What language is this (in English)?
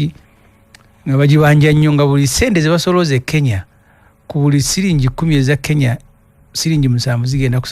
Ganda